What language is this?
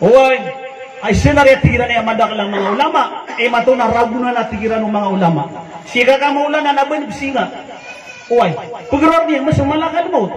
Maranao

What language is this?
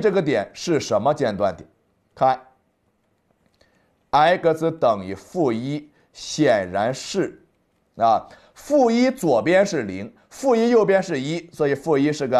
Chinese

